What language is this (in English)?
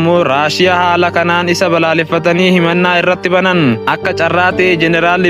Oromo